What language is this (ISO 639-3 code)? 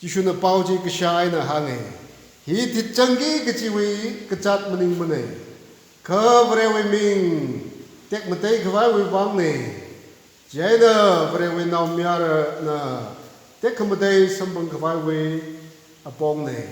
nmf